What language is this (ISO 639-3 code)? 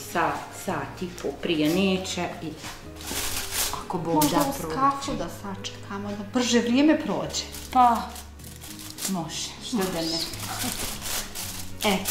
bos